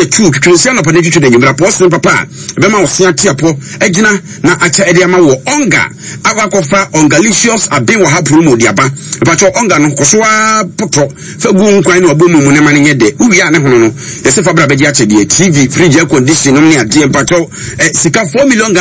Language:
Akan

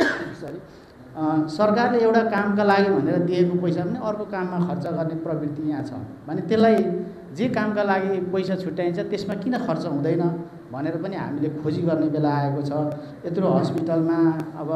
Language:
Nepali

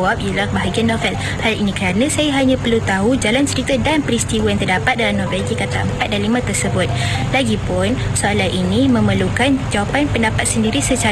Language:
Malay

